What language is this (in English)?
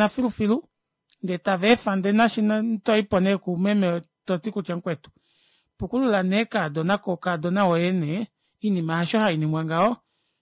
Kuanyama